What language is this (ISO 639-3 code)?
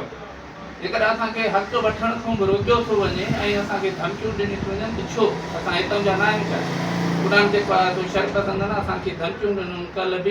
snd